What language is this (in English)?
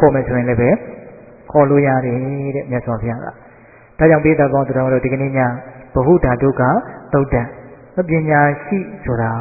Burmese